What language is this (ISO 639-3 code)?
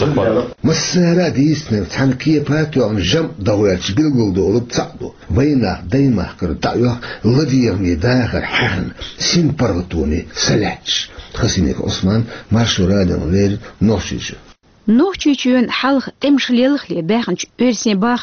che